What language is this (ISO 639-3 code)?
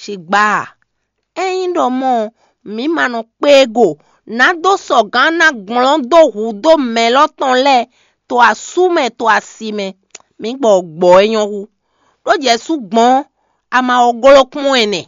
fon